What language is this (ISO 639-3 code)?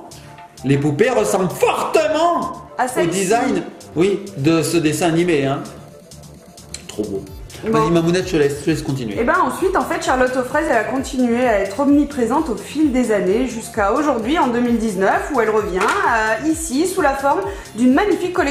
fra